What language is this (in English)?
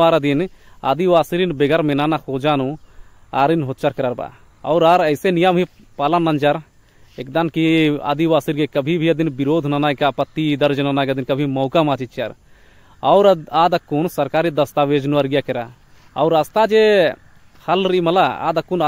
Kurukh